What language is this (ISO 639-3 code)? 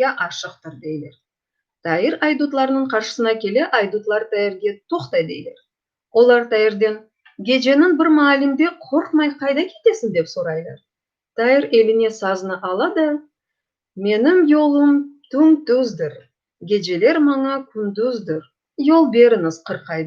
crh